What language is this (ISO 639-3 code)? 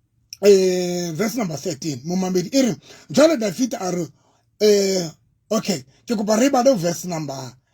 sot